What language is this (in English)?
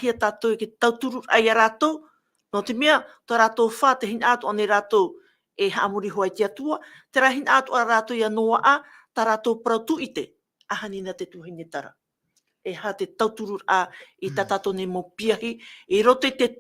Tahitian